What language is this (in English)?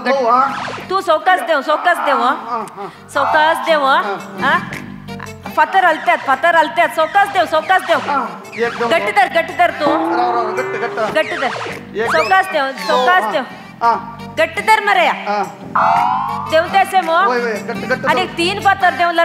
Konkani